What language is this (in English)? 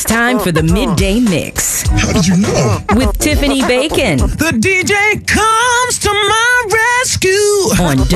English